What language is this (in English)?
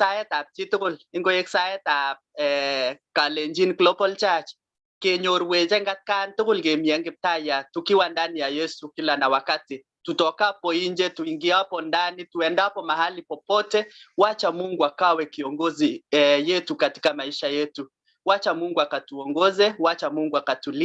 Kalenjin